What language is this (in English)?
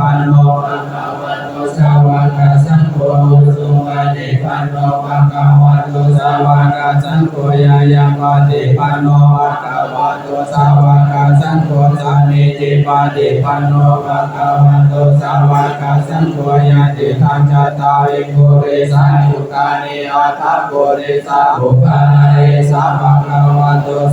Pali